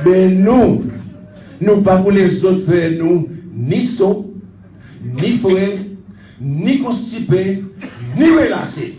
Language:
Seselwa Creole French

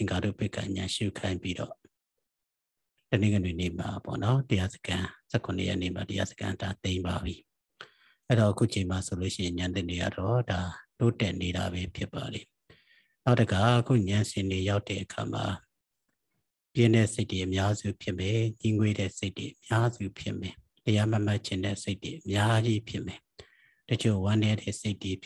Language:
Burmese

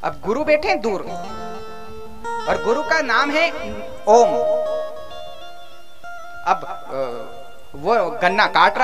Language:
Hindi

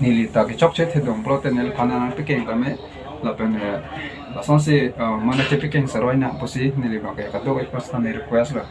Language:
Karbi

